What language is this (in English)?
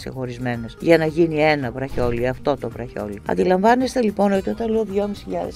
Greek